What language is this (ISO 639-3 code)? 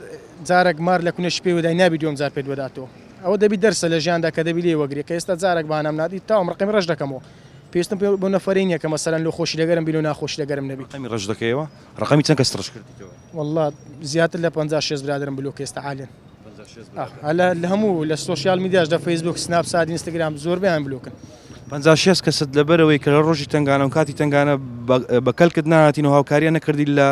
ckb